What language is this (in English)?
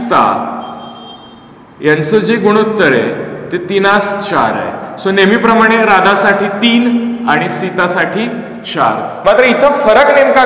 Marathi